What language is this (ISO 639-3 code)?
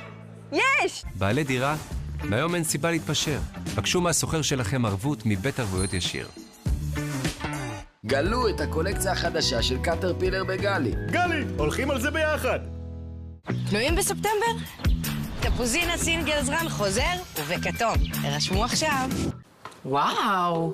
heb